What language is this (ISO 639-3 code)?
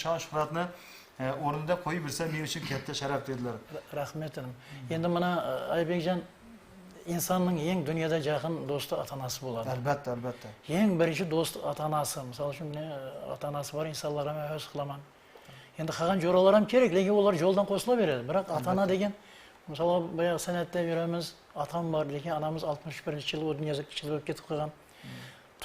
kaa